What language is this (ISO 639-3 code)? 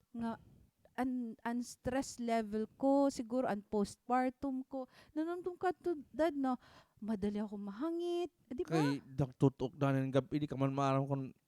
war